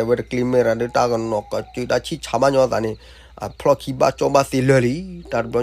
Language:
S'gaw Karen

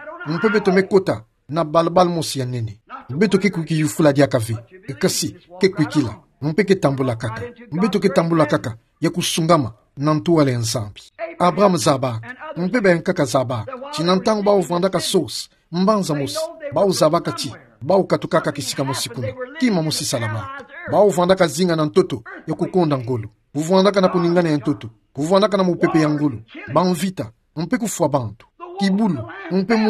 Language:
Kituba (Democratic Republic of Congo)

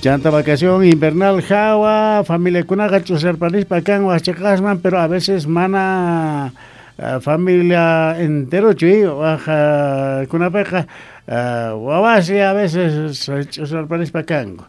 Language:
Quechua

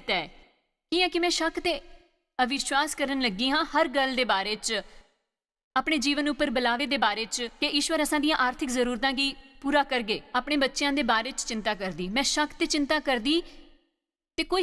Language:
Dogri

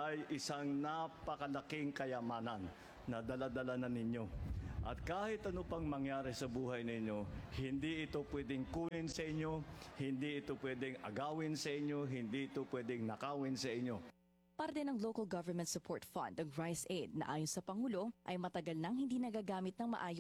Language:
Filipino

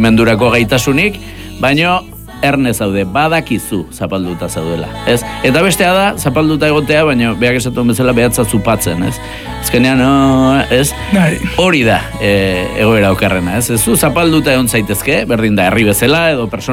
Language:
Basque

